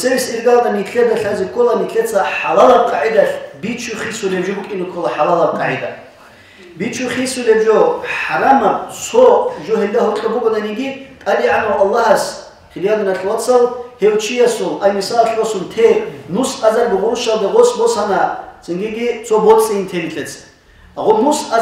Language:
Avaric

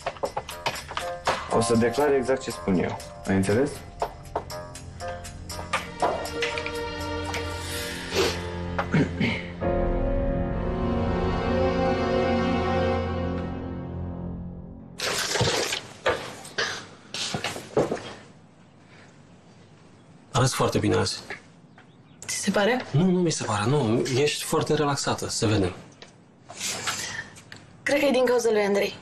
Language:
Romanian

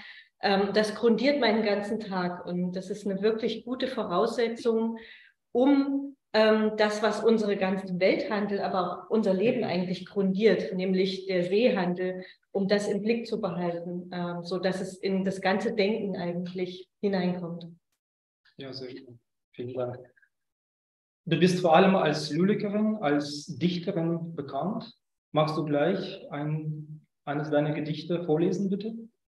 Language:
German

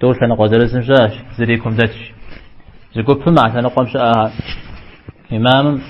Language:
Kabardian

